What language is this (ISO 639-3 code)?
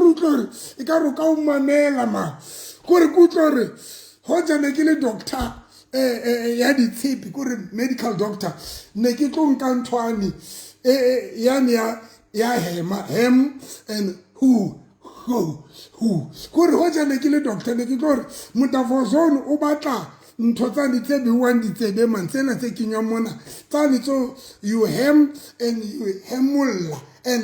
sot